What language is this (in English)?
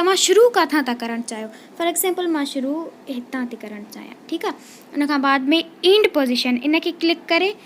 Sindhi